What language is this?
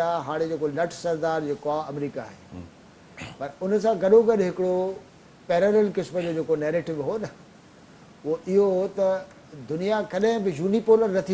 Sindhi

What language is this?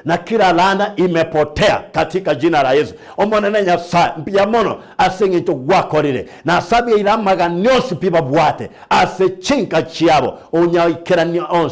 Gusii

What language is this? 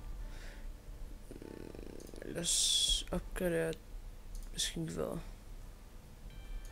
Danish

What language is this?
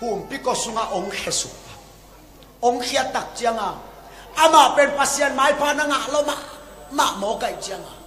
Tedim Chin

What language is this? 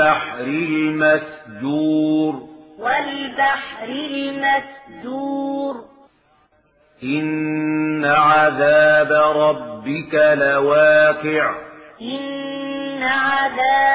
Arabic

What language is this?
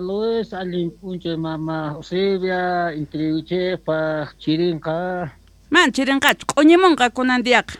South Bolivian Quechua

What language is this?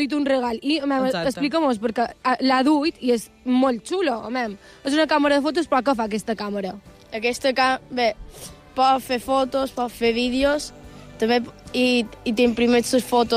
Catalan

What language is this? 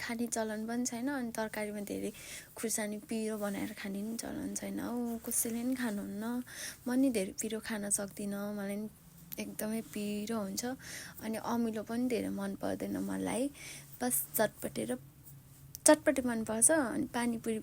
Nepali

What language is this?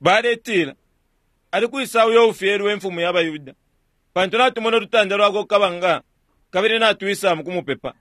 Bemba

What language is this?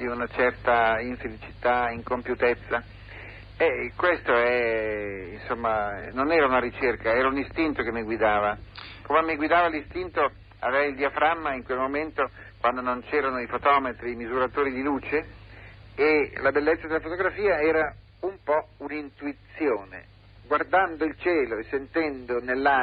Italian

